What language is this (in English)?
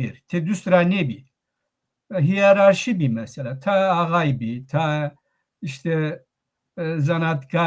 Zaza